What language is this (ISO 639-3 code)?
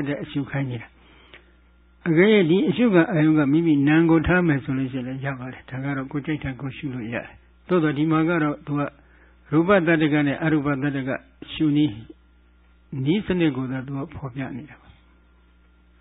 mya